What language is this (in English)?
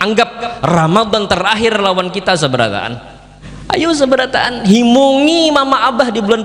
Banjar